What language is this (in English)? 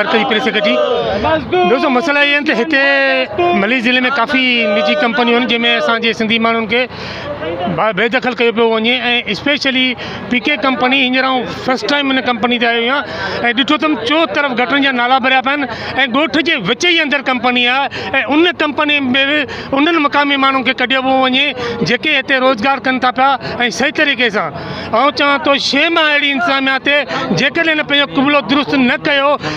Sindhi